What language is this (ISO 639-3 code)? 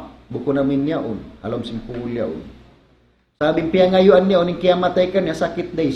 tsg